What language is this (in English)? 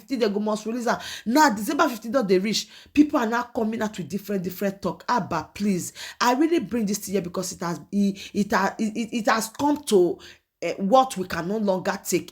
Nigerian Pidgin